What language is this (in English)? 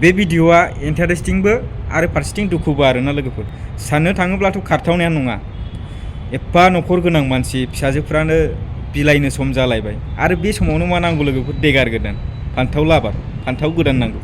Bodo